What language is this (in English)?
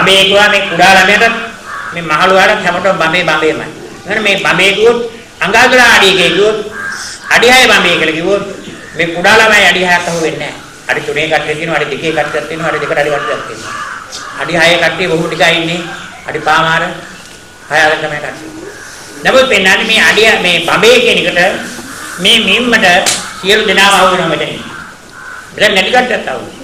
Sinhala